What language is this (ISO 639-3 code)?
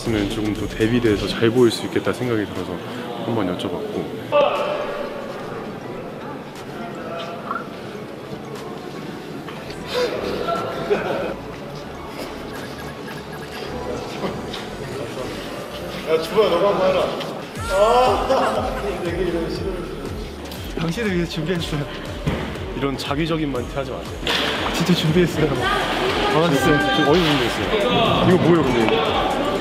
kor